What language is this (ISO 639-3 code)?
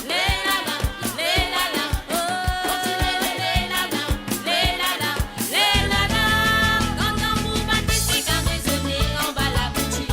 mfe